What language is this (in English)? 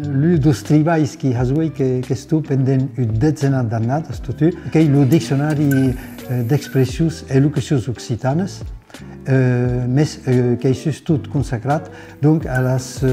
Occitan